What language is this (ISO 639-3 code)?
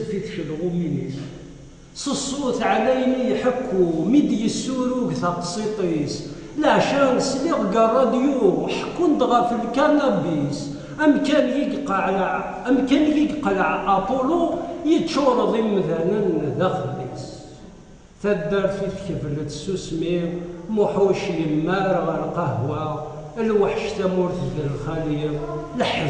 kab